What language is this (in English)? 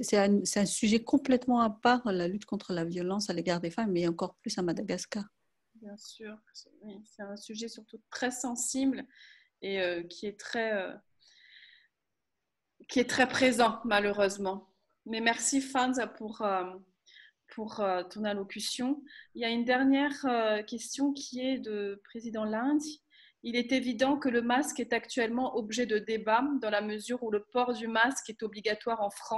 French